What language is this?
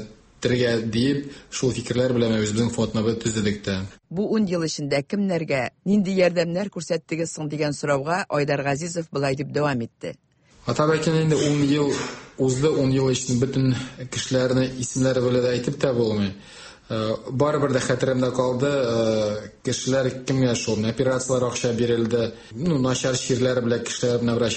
Tatar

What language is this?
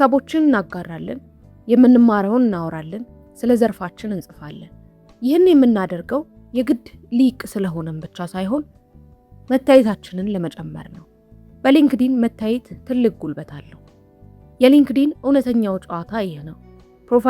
Amharic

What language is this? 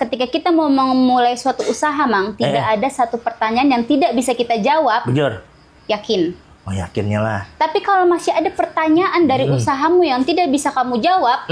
Banjar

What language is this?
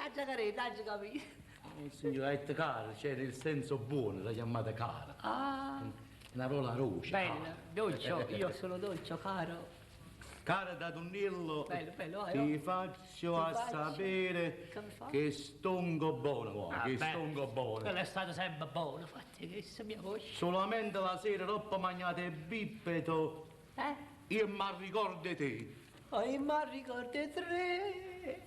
Neapolitan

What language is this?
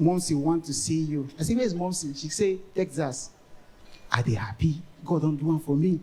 Nigerian Pidgin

